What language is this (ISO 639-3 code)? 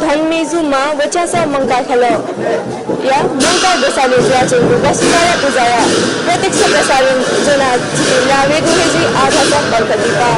new